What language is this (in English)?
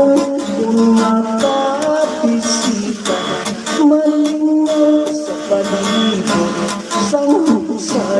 Hiligaynon